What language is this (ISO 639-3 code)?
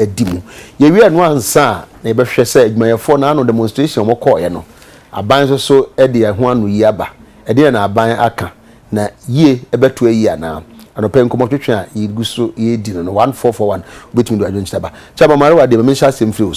aka